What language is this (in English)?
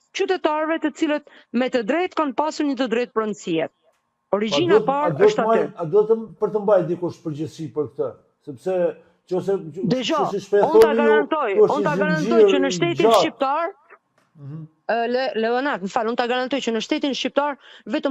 Albanian